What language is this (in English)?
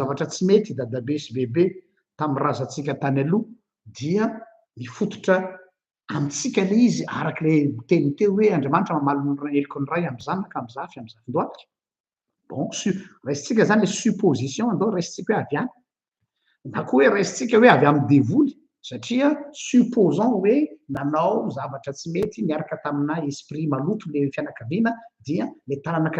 Malagasy